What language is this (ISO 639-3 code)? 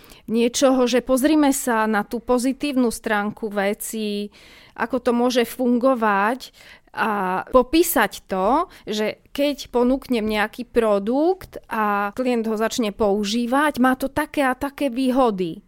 slk